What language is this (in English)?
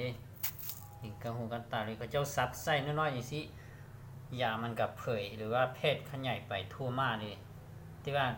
Lao